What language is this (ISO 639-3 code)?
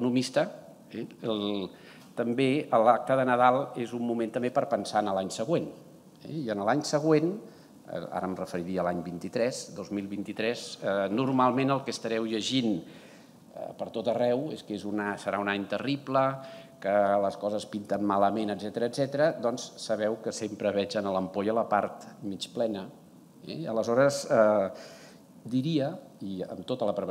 cat